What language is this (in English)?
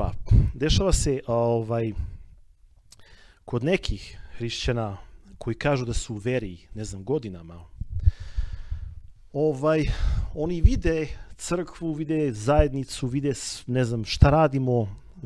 Serbian